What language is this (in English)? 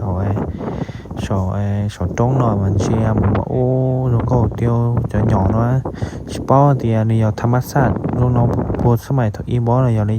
Hmong